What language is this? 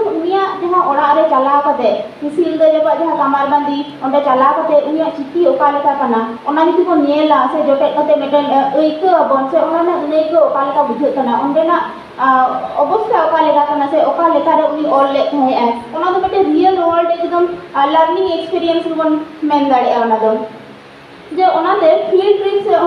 Santali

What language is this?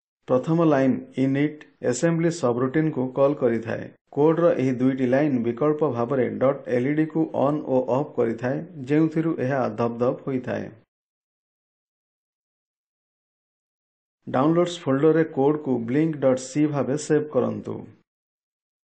Odia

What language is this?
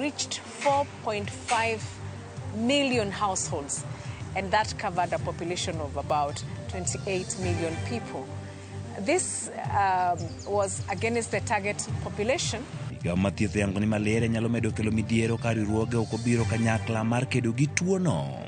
Luo (Kenya and Tanzania)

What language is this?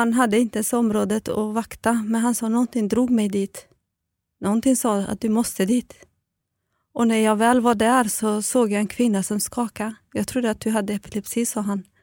Swedish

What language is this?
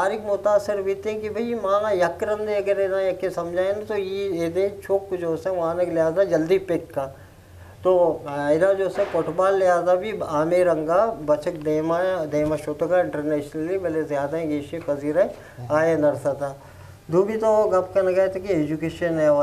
Eastern Balochi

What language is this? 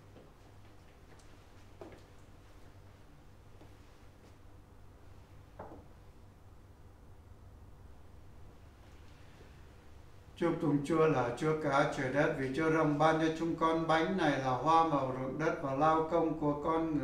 Vietnamese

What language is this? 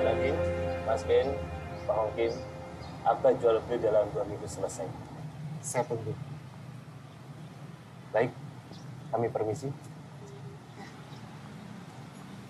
Indonesian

